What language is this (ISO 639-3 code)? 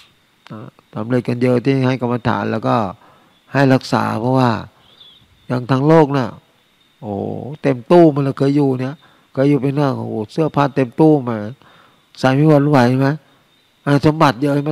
tha